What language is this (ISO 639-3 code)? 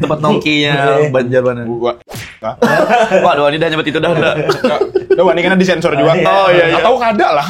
bjn